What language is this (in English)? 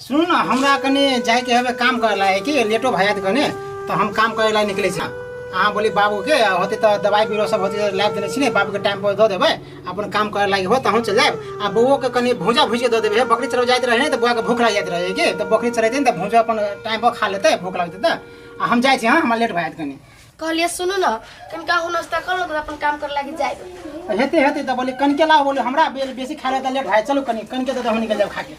Maithili